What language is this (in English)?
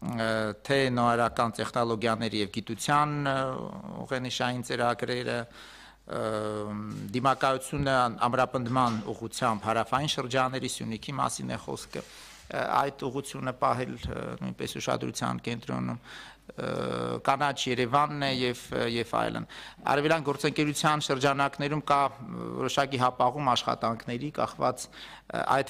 Armenian